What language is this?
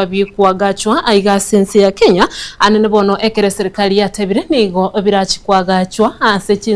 Gusii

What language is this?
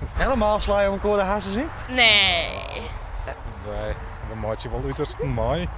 Western Frisian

